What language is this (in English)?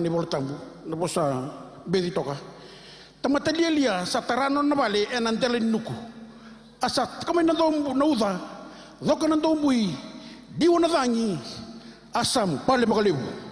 Fijian